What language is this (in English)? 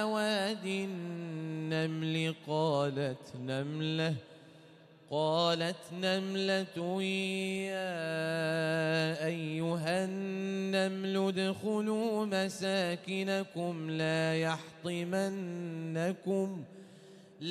Arabic